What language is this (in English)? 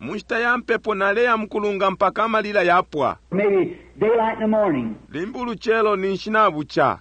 Bemba